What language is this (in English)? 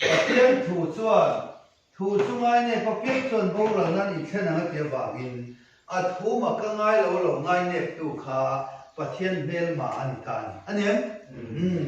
Mizo